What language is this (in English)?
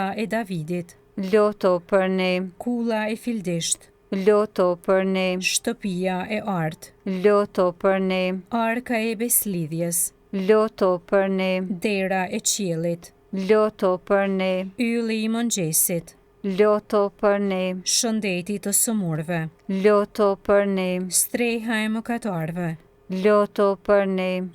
Albanian